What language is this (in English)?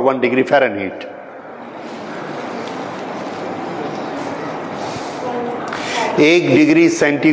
Hindi